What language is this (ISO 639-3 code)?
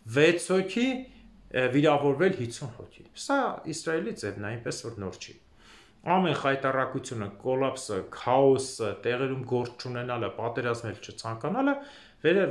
hye